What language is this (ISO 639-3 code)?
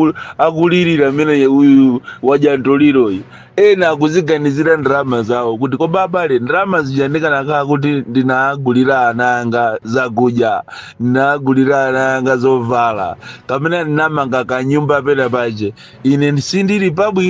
nya